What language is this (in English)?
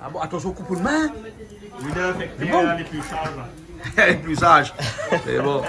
Réunion Creole French